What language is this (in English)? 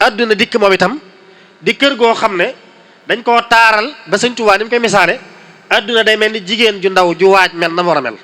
Wolof